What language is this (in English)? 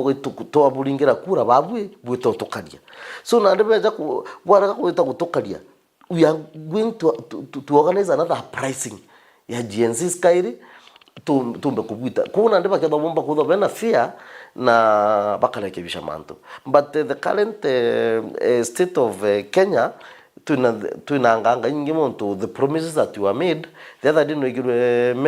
Meru